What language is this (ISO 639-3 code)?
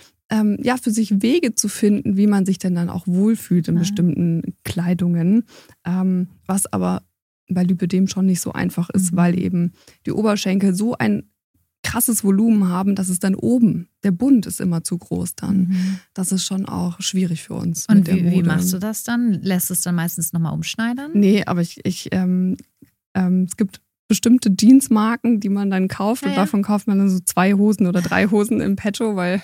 deu